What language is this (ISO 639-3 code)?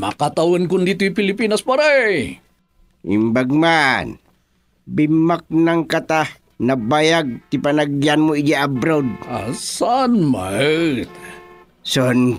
ilo